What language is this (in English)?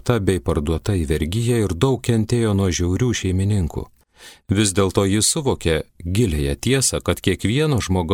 Lithuanian